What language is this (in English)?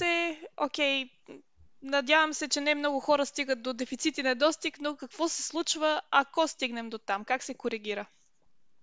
Bulgarian